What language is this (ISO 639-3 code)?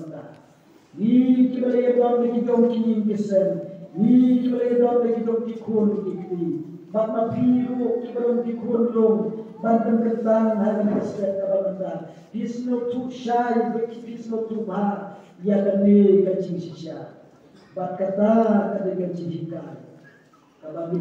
kha